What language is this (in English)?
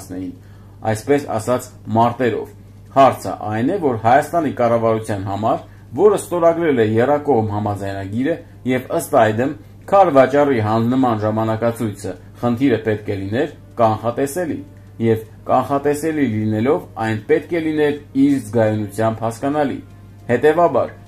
Armenian